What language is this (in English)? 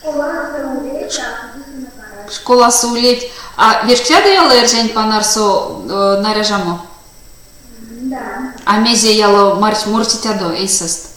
Erzya